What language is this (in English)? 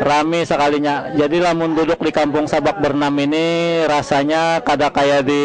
Banjar